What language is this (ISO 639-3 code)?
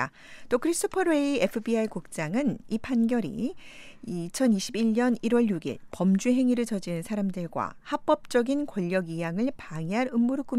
kor